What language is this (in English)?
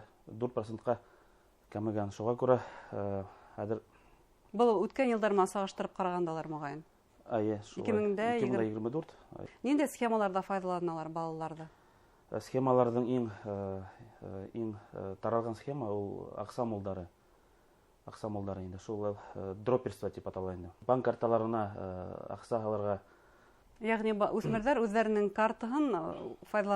Bashkir